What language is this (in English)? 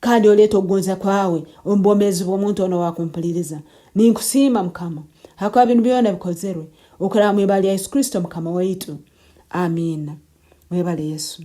Nyankole